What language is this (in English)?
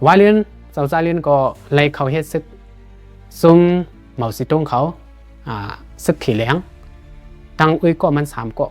Shan